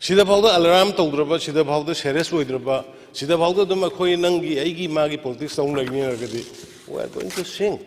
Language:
Manipuri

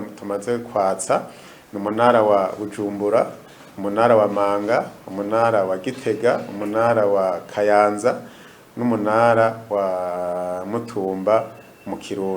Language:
Rundi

